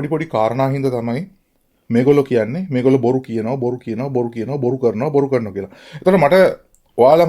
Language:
Sinhala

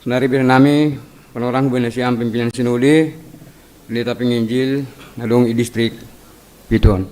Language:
Batak Simalungun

